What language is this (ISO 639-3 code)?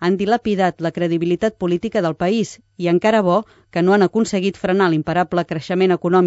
cat